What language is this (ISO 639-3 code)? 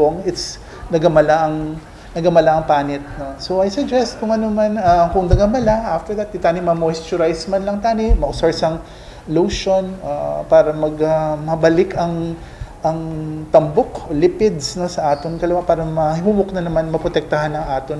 hil